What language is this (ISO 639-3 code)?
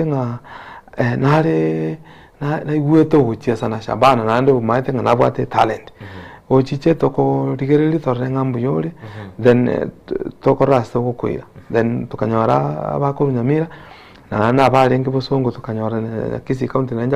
guz